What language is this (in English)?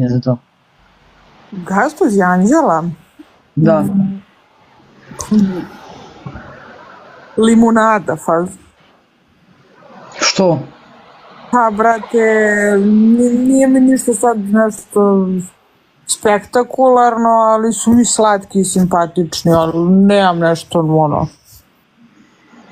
Serbian